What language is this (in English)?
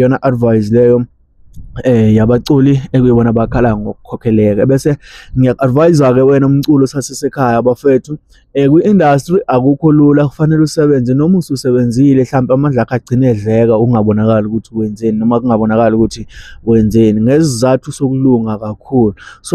Zulu